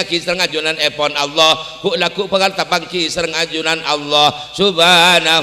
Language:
Madurese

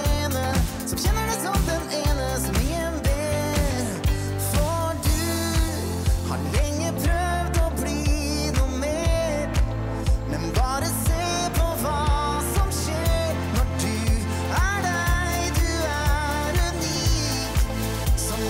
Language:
Norwegian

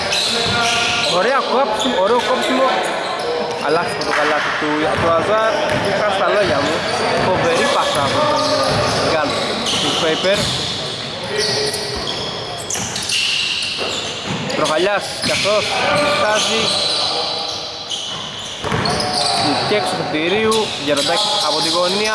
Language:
Greek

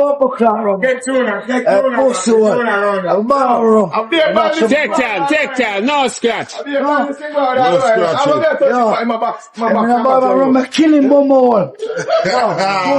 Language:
Jamaican Creole English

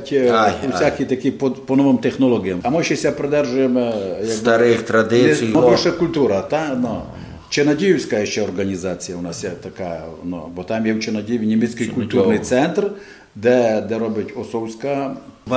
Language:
Rusyn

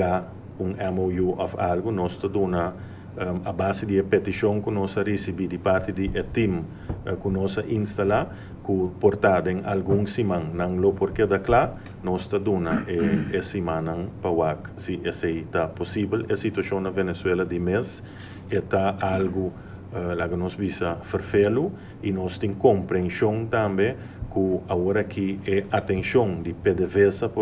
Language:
Papiamento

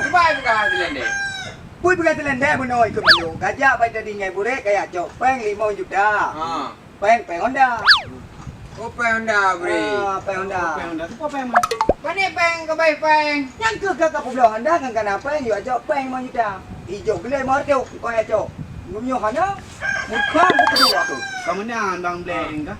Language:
Achinese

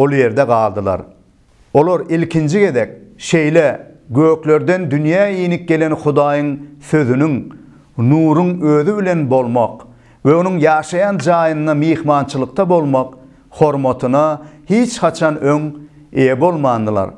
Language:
Turkmen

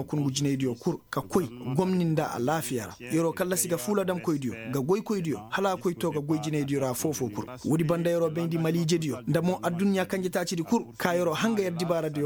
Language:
Koyraboro Senni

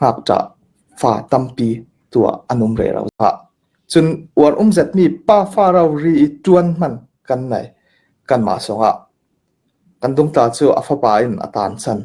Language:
Hakha Chin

